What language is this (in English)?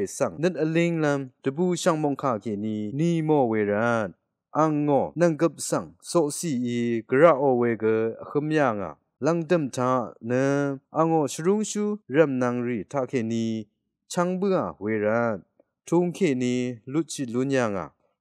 Rawang